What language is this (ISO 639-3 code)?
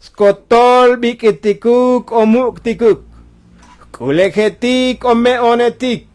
tzo